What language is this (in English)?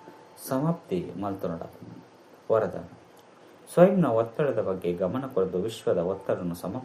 Tulu